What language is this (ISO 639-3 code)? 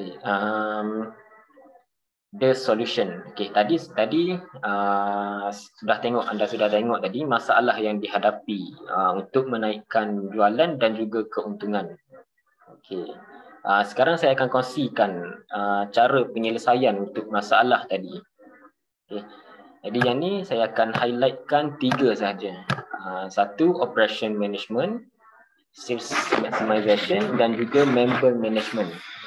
msa